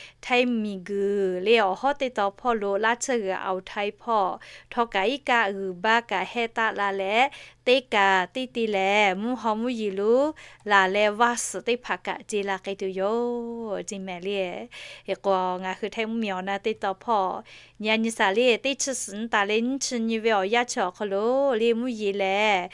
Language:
Lahu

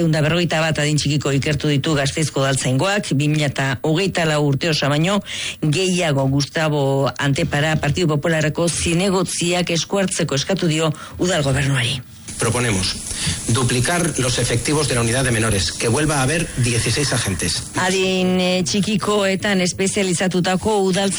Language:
Basque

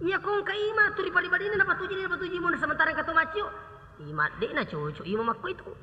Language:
Buginese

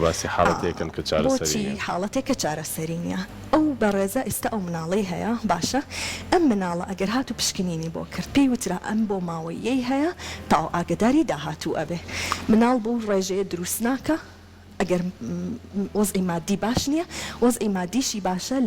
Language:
Central Kurdish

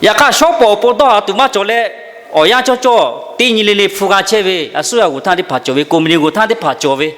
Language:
Lahu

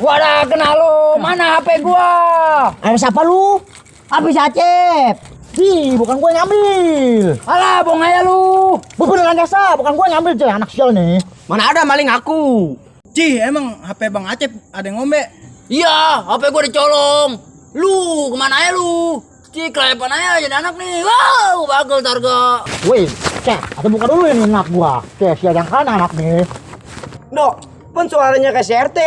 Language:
Betawi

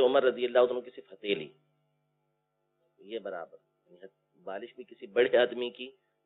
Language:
Urdu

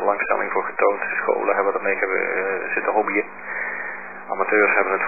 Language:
Dutch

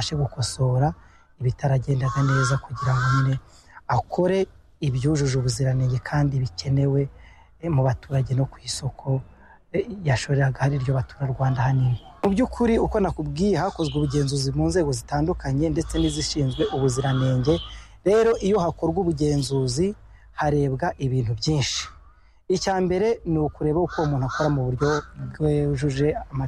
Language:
Kinyarwanda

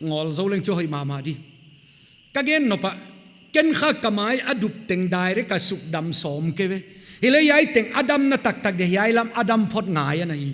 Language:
Paite Chin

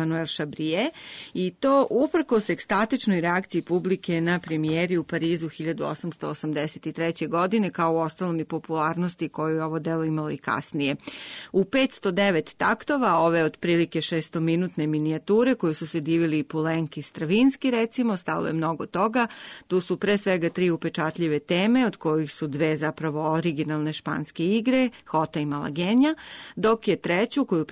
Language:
Serbian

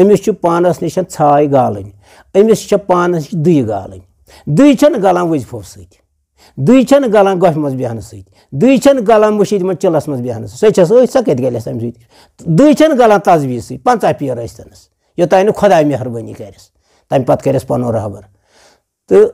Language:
Kashmiri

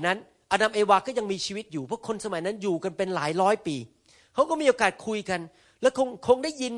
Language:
Thai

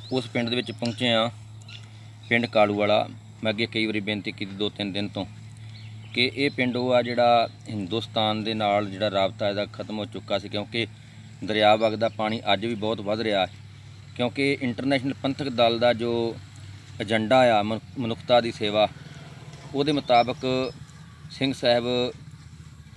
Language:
Punjabi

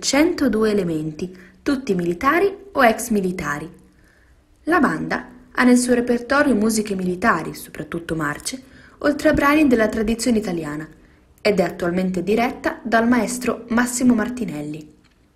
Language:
Italian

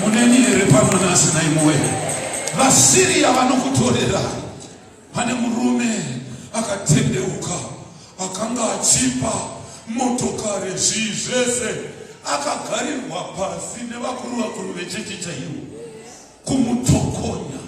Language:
Shona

